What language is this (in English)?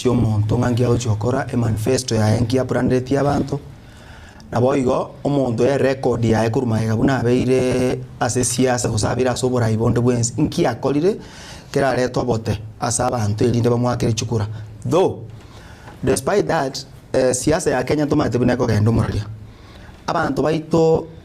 Gusii